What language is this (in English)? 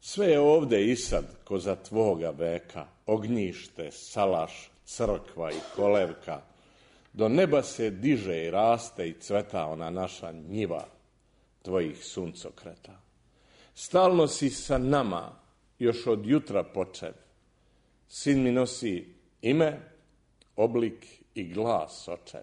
Serbian